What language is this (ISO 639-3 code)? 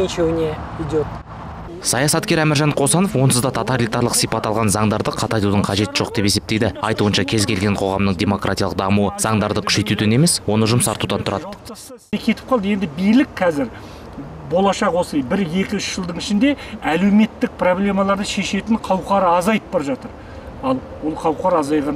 kaz